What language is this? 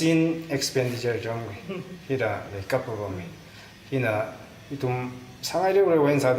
Tangkhul Naga (India)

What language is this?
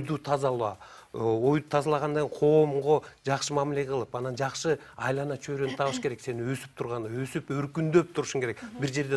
Kyrgyz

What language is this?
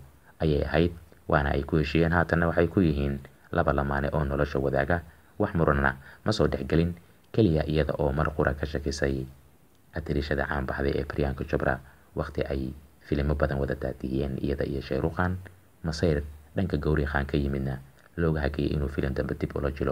Somali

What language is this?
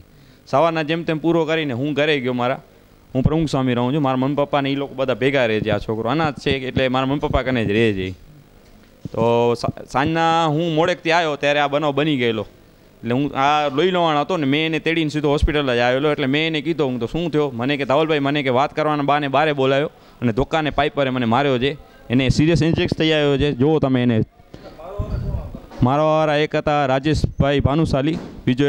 Gujarati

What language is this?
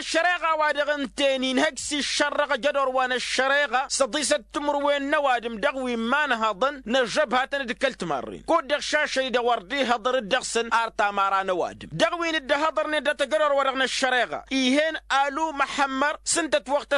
Tamasheq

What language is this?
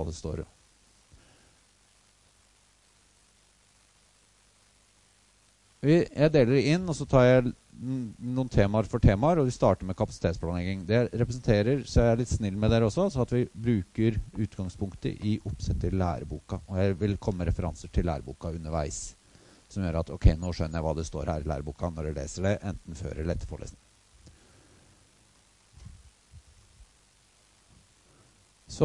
Norwegian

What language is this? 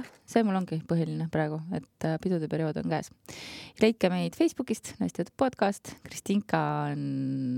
Estonian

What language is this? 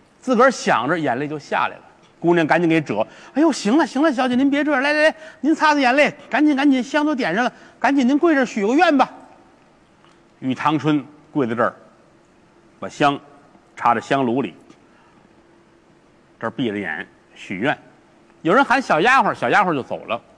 Chinese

